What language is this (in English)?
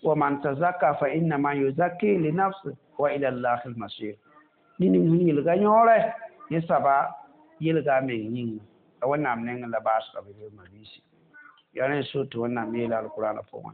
Mossi